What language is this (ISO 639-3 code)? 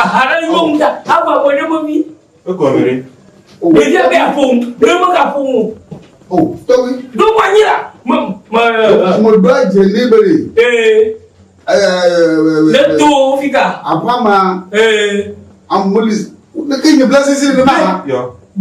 ewe